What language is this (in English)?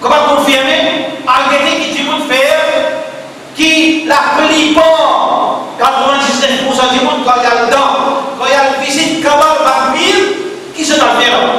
Morisyen